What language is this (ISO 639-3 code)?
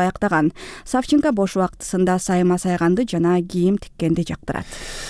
kir